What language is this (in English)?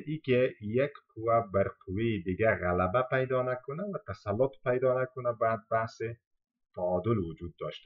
Persian